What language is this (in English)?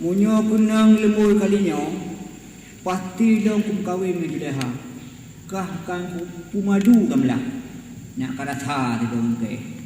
Achinese